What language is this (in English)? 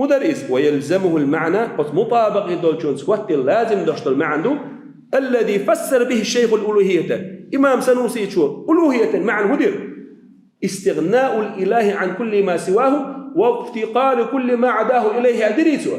Chechen